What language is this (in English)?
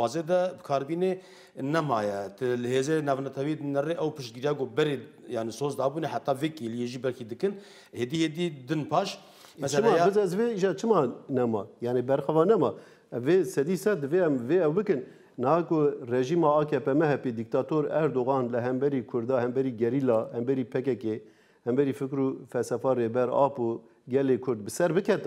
Kurdish